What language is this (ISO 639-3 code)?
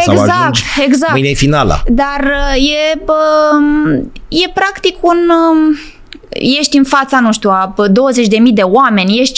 ron